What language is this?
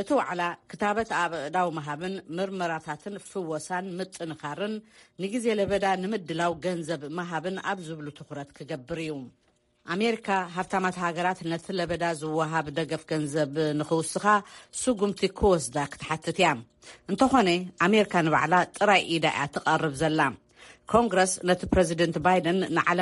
Tigrinya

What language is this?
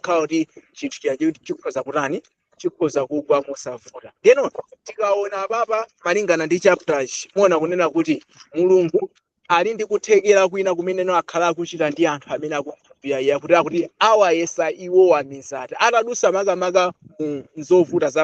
Nyanja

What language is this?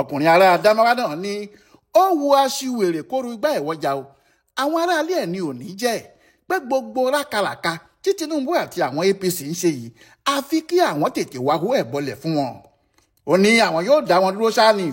Yoruba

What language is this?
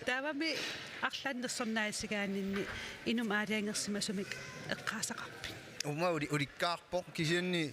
Kalaallisut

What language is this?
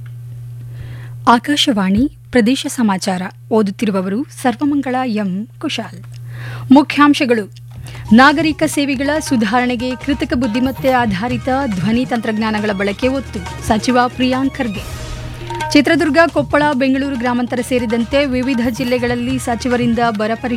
Kannada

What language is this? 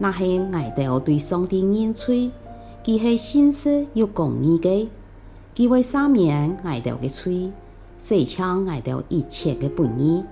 Hakka Chinese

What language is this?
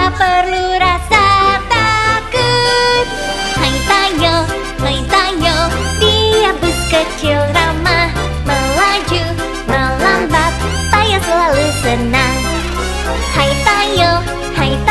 Indonesian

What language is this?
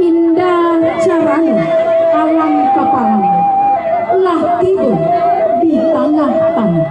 Minangkabau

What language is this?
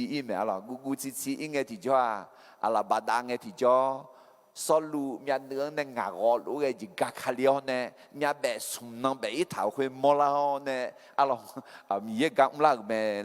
Akha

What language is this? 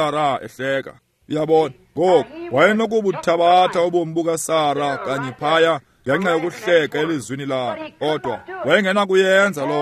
Xhosa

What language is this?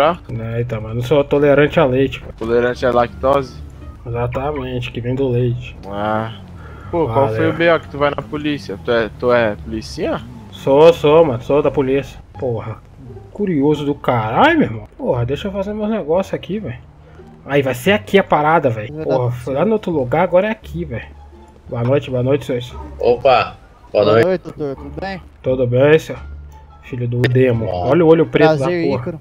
Portuguese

